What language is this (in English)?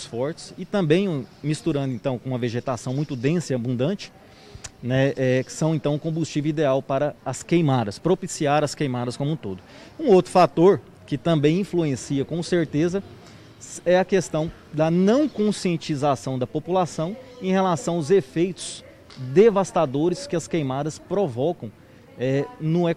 Portuguese